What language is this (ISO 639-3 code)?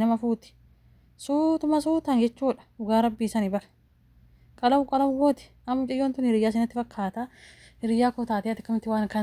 orm